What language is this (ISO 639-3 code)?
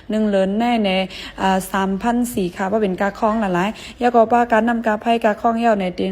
shn